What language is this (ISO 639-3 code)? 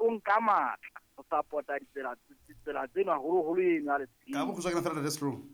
sot